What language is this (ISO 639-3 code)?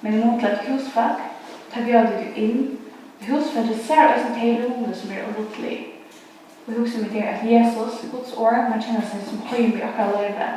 fao